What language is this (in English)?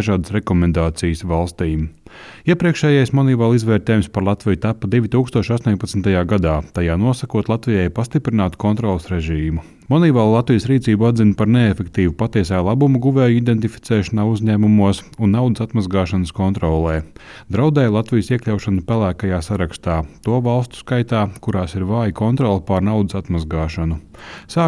Latvian